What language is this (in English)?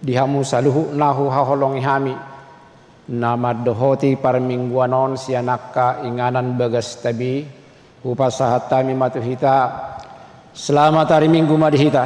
Batak Toba